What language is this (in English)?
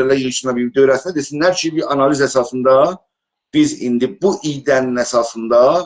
South Azerbaijani